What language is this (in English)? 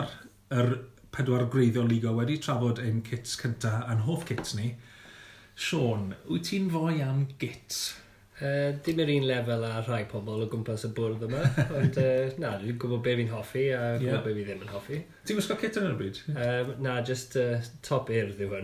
Welsh